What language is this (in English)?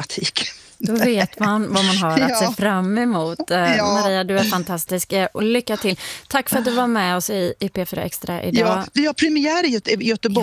Swedish